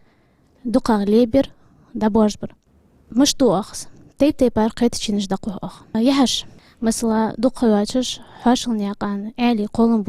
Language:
Ingush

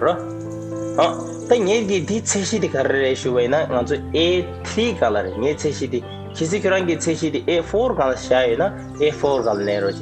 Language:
Tibetan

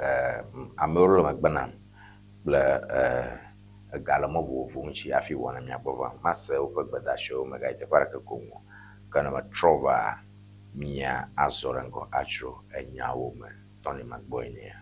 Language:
Ewe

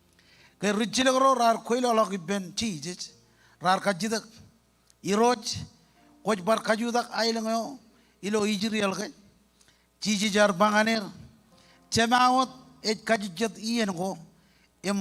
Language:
Marshallese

